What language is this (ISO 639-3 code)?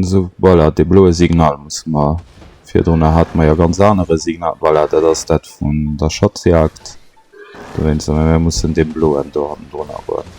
ltz